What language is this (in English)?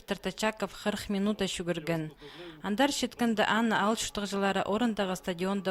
Khakas